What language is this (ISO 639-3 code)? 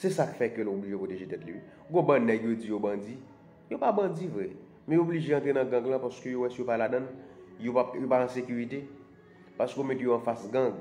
hat